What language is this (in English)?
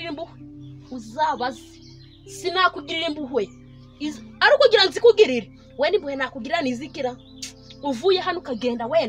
Kinyarwanda